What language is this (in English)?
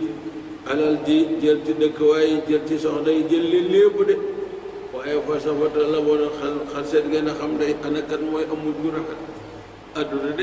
Wolof